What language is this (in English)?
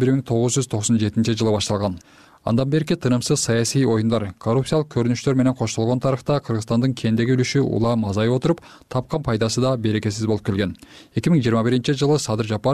Kyrgyz